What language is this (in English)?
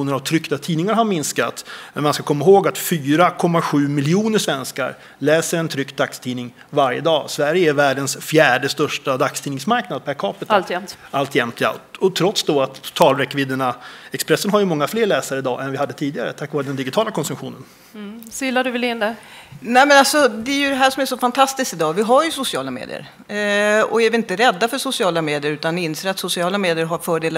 Swedish